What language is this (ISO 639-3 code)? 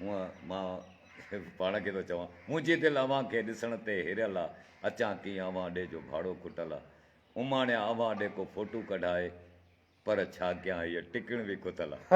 snd